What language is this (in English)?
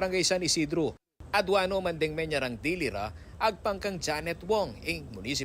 Pampanga